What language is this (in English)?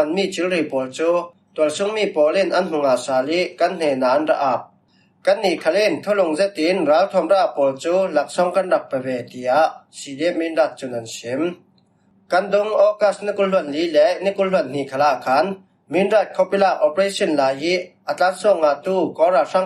Falam Chin